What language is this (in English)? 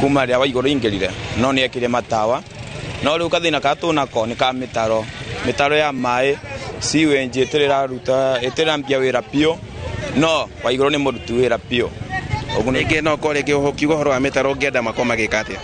Kikuyu